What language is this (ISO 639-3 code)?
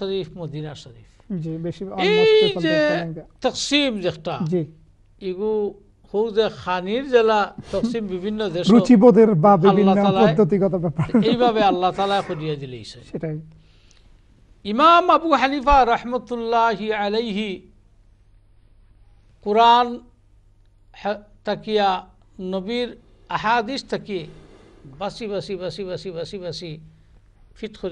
ben